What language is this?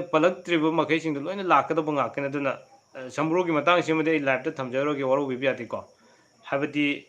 Manipuri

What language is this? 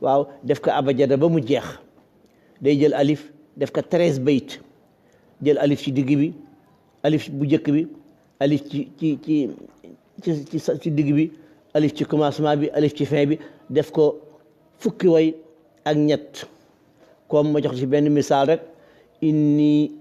Wolof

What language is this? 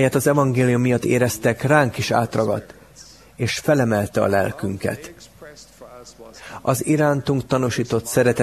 Hungarian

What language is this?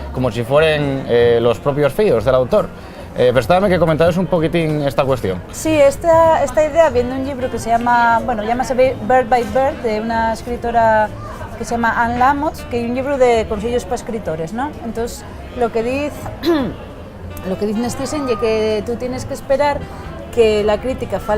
Asturian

